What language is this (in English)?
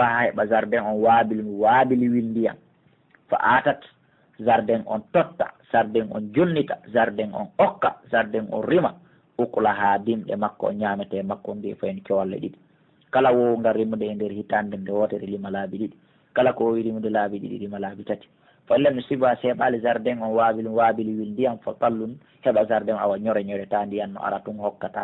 Pular